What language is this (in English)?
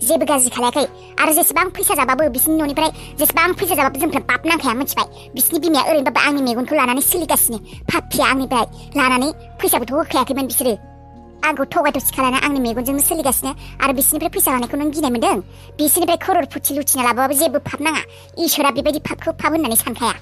Bodo